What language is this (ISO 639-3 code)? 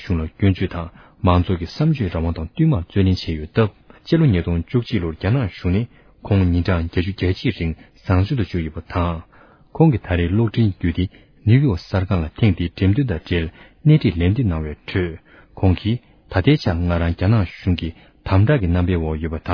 bod